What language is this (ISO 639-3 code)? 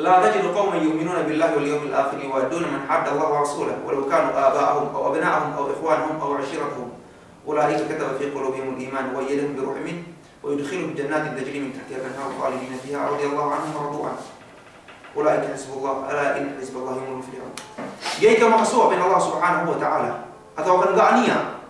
yka